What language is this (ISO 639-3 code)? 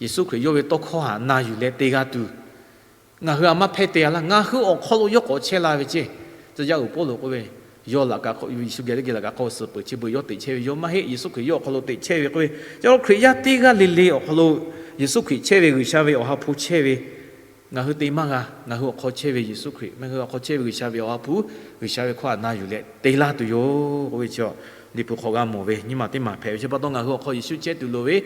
lhu